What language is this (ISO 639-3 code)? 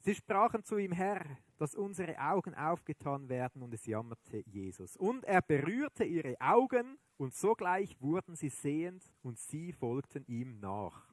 gsw